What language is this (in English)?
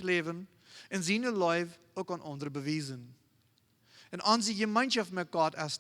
Plautdietsch